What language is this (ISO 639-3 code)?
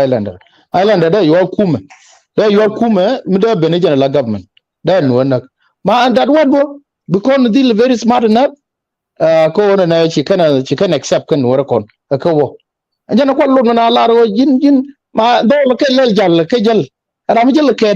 nus